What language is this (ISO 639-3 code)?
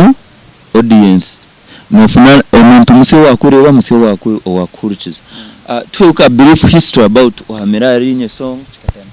nyn